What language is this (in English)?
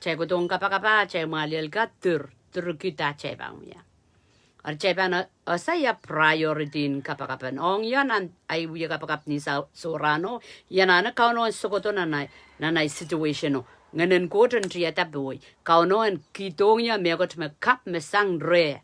Pohnpeian